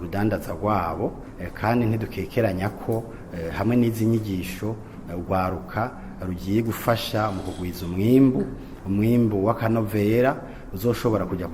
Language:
Rundi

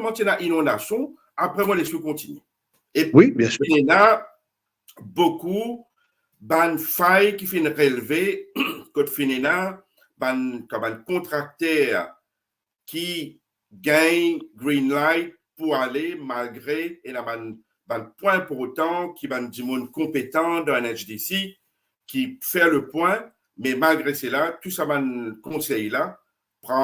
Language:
Morisyen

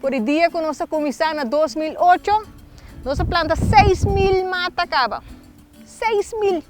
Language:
Papiamento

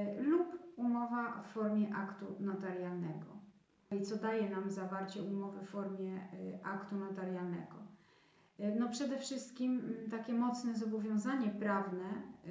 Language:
Polish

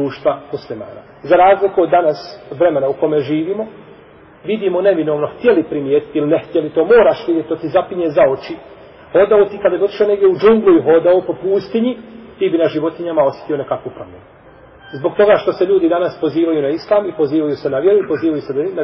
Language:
Bosnian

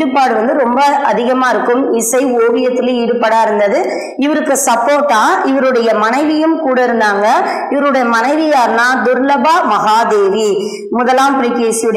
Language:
Tamil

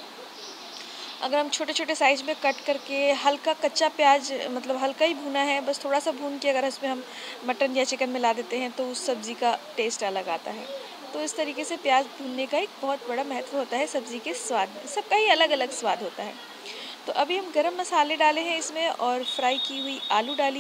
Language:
Hindi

